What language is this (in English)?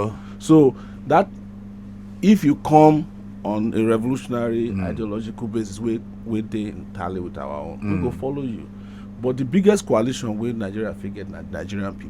Nigerian Pidgin